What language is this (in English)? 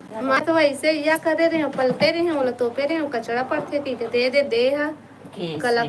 Chhattisgarhi